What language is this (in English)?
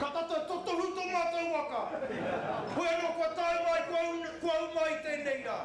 Māori